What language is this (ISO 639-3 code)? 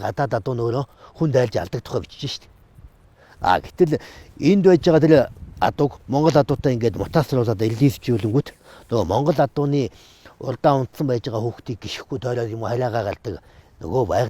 mon